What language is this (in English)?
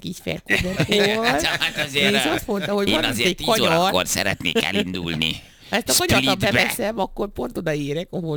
Hungarian